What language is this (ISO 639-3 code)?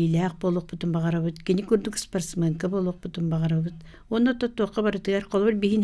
sah